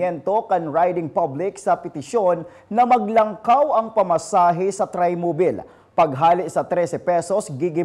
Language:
Bikol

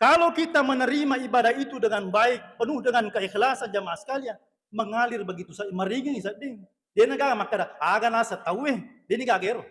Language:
Buginese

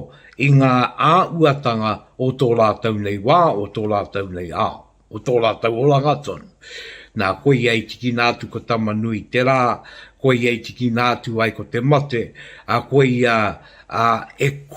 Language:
Māori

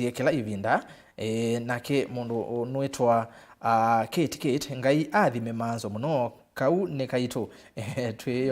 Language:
Kamba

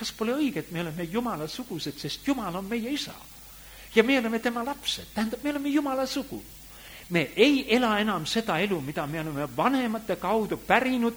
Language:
Estonian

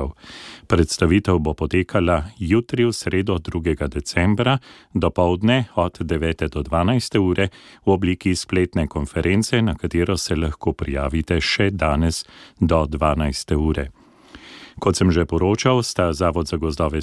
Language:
Slovenian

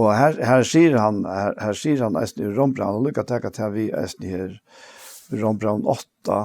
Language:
Faroese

